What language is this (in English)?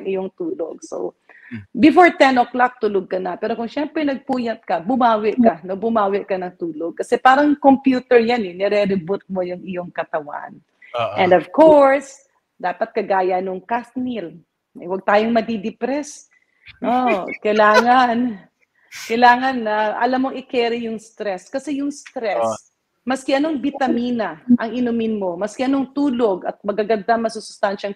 Filipino